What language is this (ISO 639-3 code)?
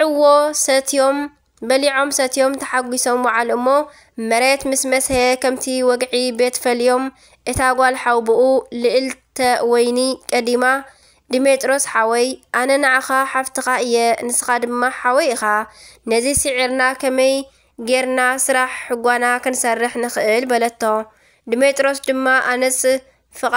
tir